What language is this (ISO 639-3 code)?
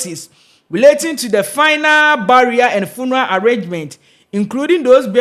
aka